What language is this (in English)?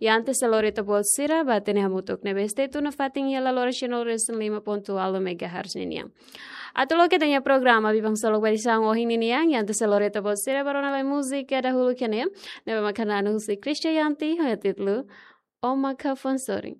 Tetum